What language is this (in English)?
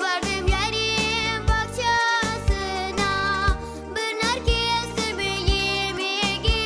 Crimean Tatar